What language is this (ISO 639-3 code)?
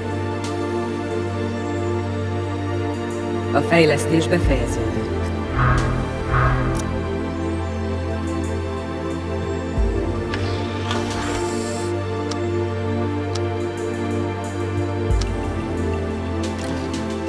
hun